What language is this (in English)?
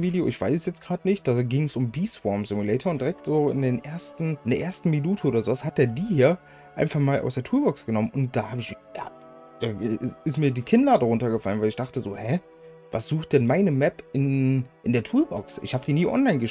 German